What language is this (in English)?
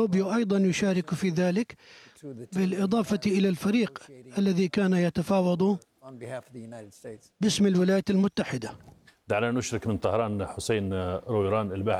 Arabic